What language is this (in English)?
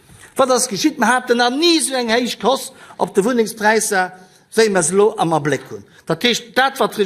Luxembourgish